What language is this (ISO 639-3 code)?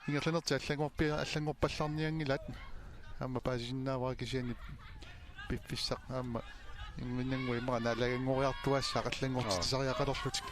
kal